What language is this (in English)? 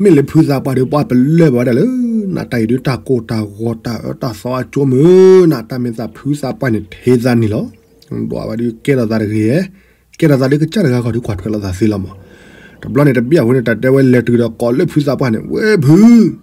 S'gaw Karen